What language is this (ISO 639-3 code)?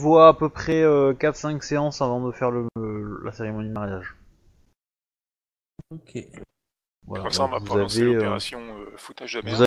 fra